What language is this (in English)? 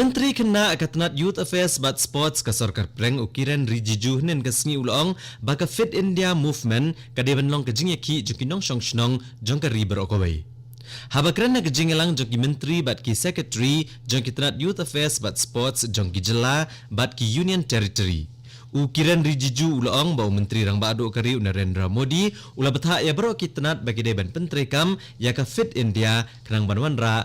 Khasi